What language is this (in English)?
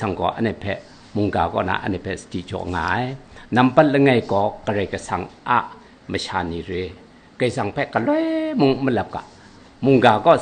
Kachin